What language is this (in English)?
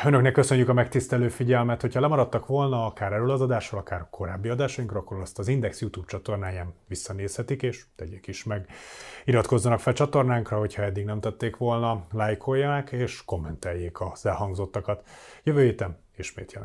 Hungarian